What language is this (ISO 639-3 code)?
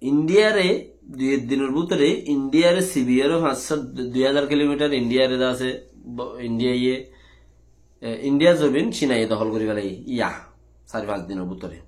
rhg